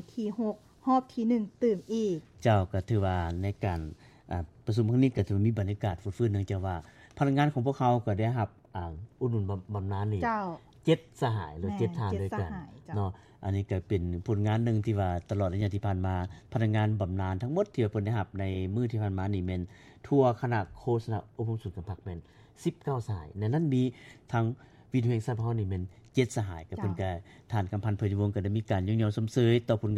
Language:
Lao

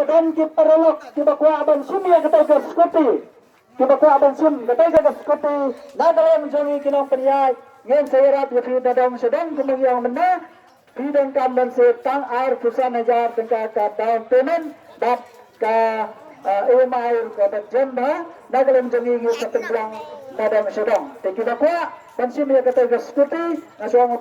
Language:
Khasi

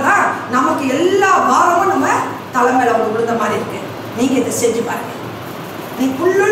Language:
Tamil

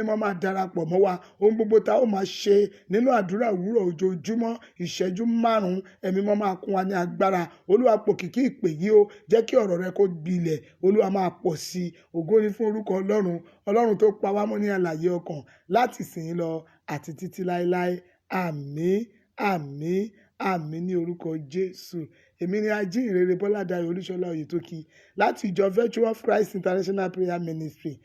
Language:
Yoruba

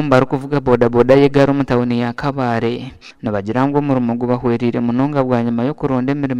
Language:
Nyankole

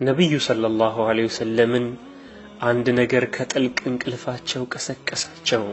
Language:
Amharic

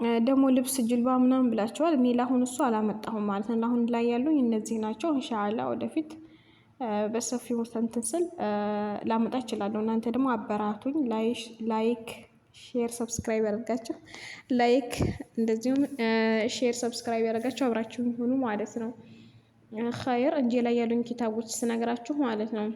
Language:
Amharic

